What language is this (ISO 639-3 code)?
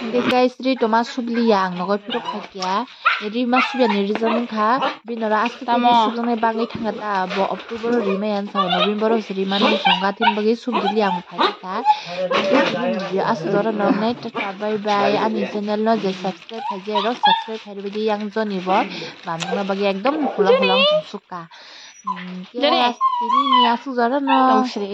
trp